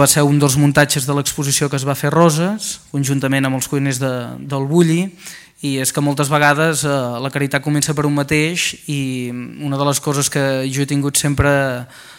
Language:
Catalan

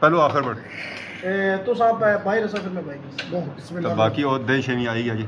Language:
Pahari-Potwari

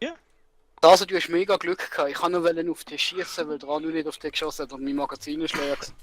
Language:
Swiss German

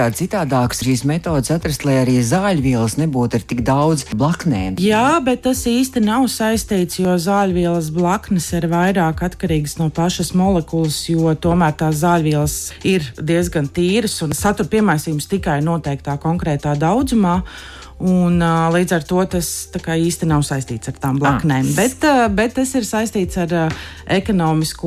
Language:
Latvian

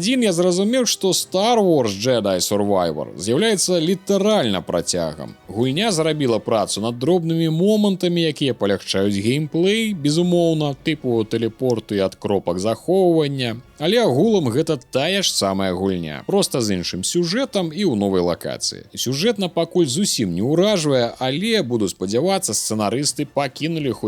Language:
Belarusian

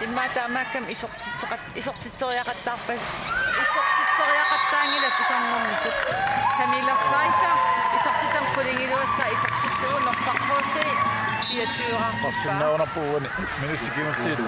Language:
Kalaallisut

